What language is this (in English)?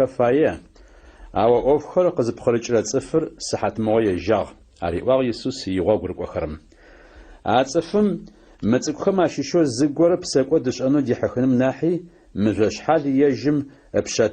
Adyghe